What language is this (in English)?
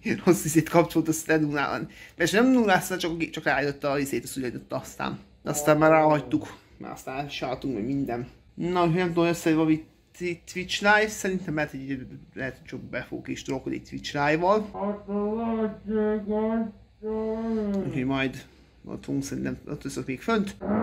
Hungarian